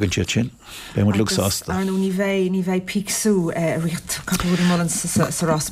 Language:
Irish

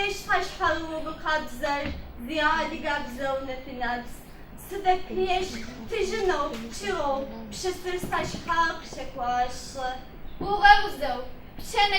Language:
Adyghe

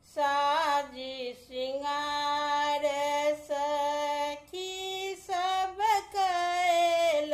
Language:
Maithili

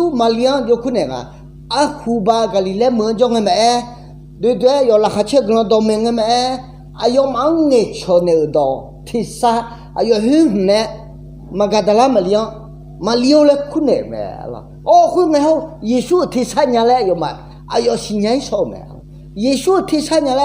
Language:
Akha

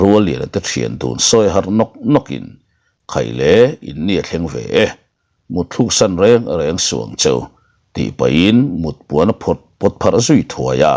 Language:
Mizo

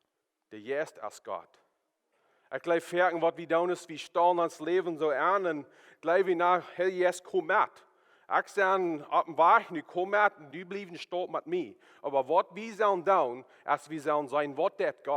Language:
Plautdietsch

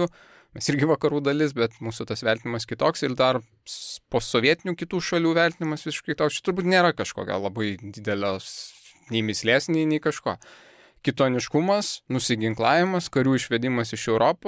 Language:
Lithuanian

